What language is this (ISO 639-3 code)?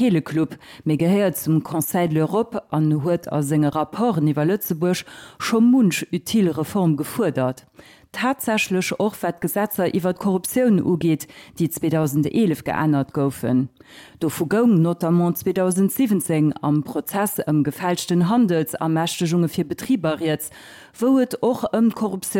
ltz